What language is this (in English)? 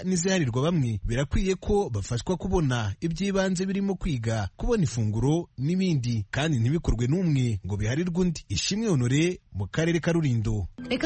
Kinyarwanda